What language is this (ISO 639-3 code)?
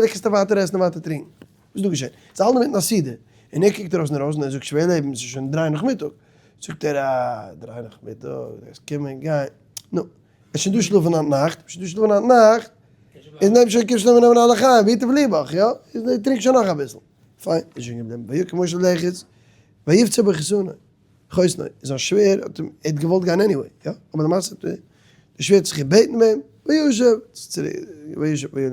yid